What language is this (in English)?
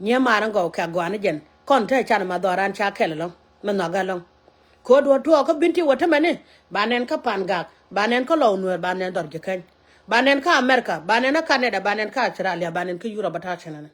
Nuer